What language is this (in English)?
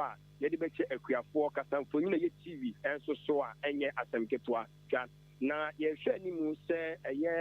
Akan